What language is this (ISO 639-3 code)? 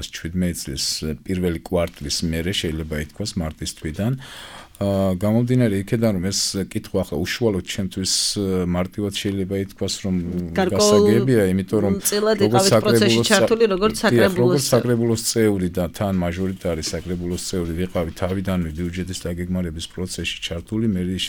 kat